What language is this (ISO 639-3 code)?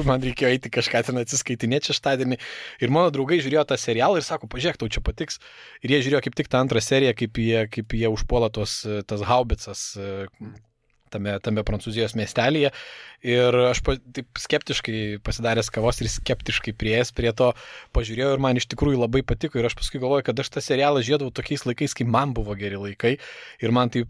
lit